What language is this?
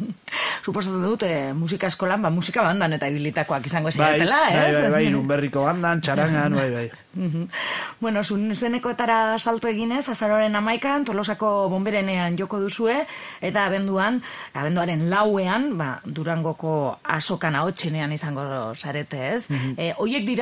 Basque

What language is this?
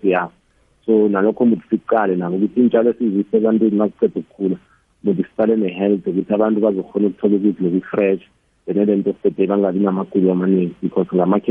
South Ndebele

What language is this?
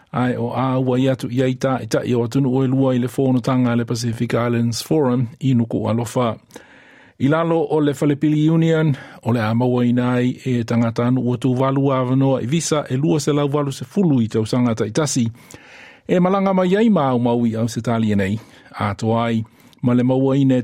Samoan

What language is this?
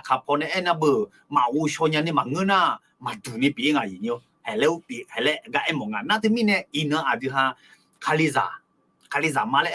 Akha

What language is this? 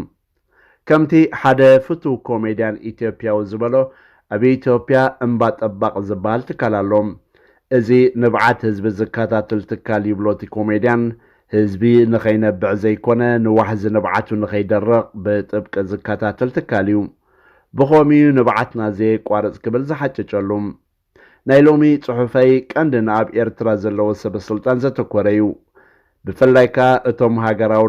Tigrinya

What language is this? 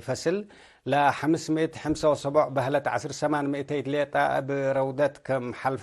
Tigre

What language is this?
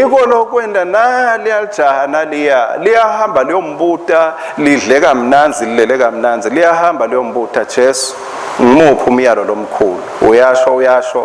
Swati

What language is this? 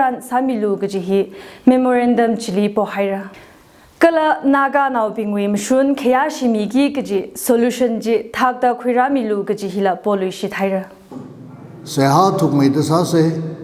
Tangkhul Naga (India)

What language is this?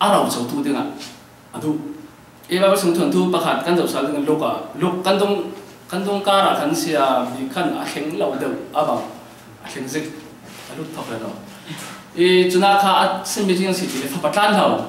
Falam Chin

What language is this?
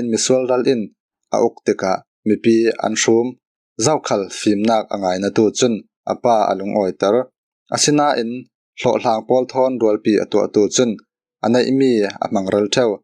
Falam Chin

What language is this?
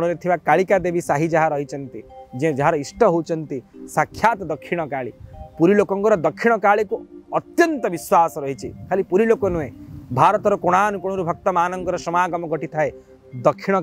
Odia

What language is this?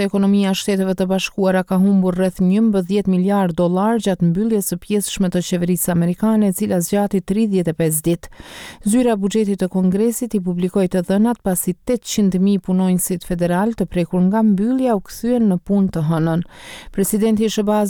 Albanian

